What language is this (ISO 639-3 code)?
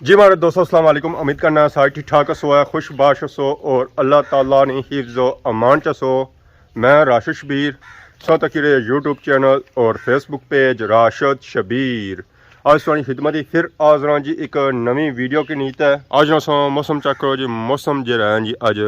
phr